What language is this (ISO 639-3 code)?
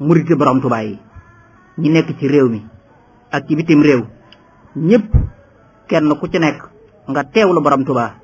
wol